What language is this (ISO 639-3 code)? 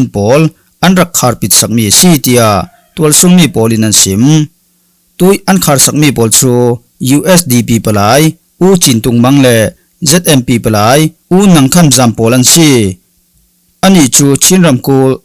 cfm